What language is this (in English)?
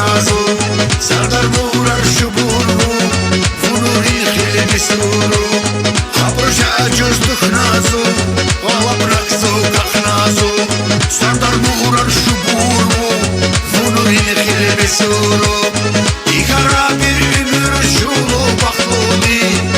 Tabassaran